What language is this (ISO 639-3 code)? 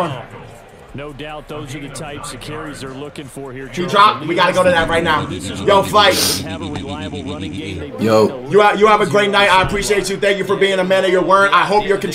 eng